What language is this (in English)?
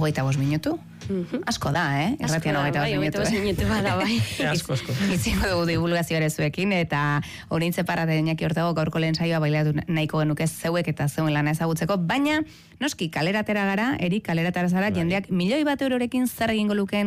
Basque